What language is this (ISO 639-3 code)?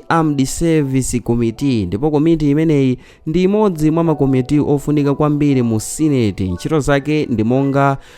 nya